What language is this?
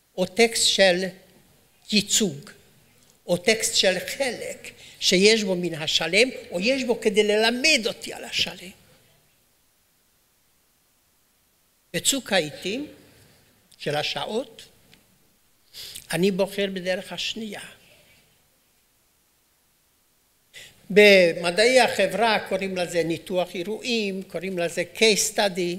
Hebrew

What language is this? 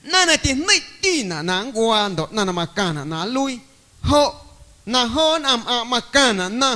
Guerrero Amuzgo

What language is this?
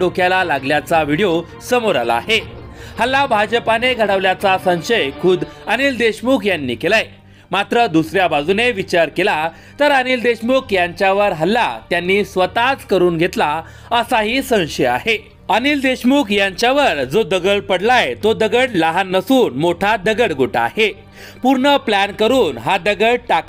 Marathi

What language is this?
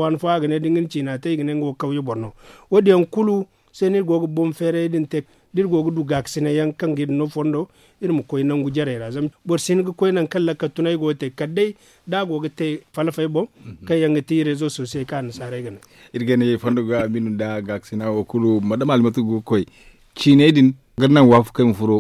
Zarma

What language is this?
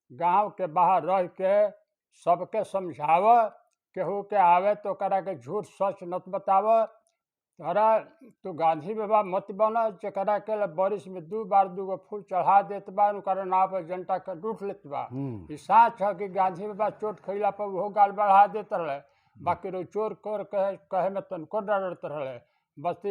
Bhojpuri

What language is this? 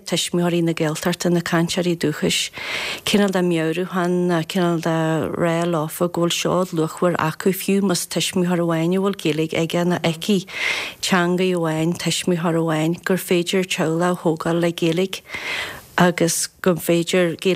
Irish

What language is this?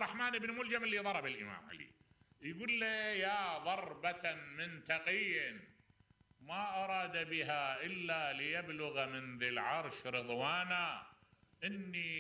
Mesopotamian Arabic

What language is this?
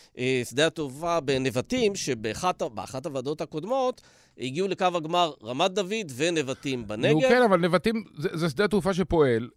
Hebrew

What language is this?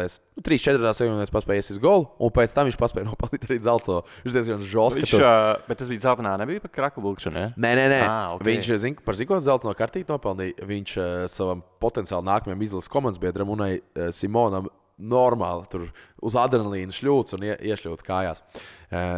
Latvian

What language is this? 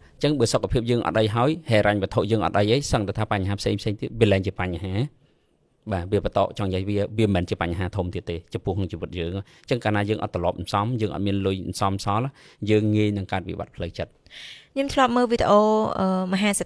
Khmer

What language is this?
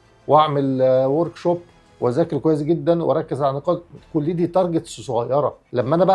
Egyptian Arabic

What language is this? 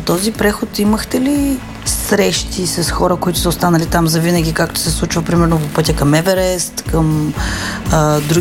Bulgarian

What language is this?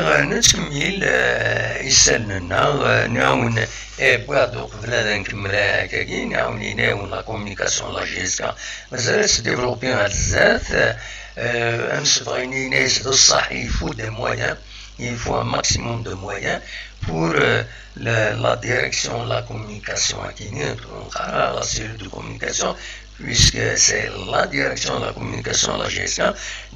Kabyle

